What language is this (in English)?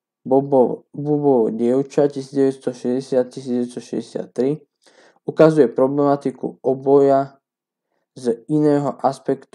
Slovak